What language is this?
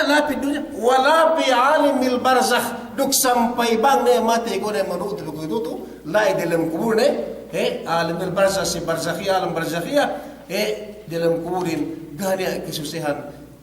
Yakan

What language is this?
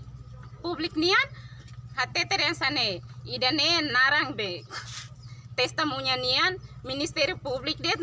Tetum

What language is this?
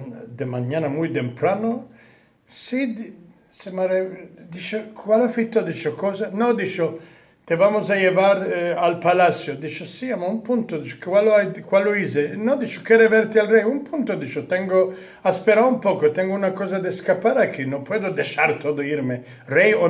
Ladino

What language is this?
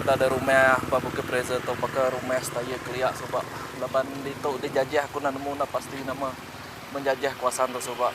Iban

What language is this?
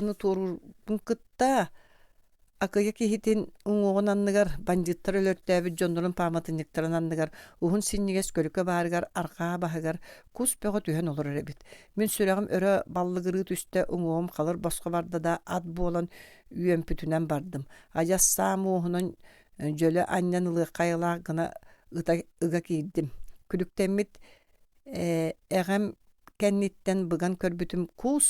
Yakut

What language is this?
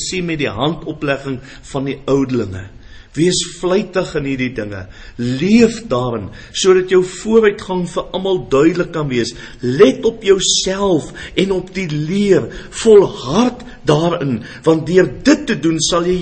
Afrikaans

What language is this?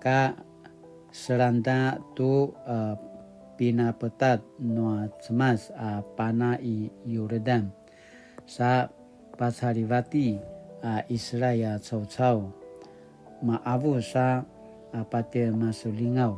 Paiwan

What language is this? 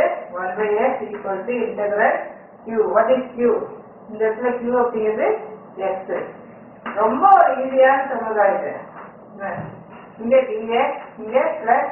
Tamil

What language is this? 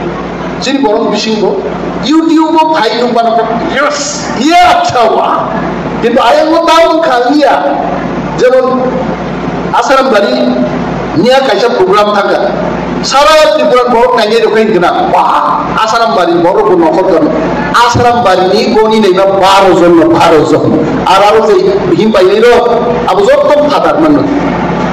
Kok Borok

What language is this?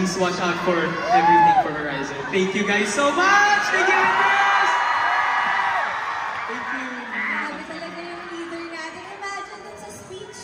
Filipino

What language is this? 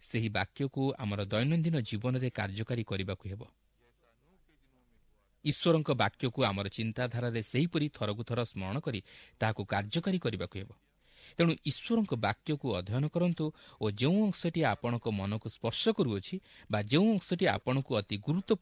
Odia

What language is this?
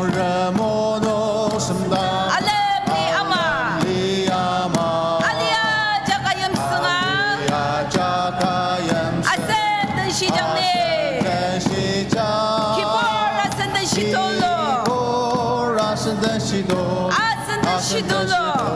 Ao Naga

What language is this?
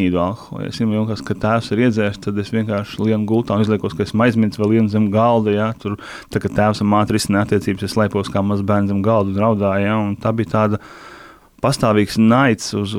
Latvian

